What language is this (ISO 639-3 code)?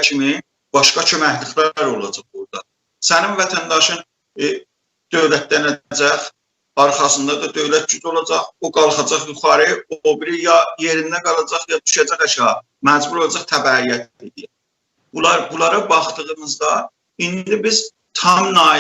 azb